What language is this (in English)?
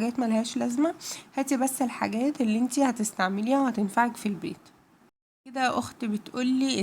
Egyptian Arabic